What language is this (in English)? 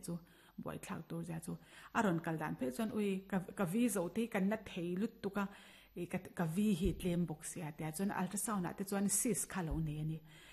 Mizo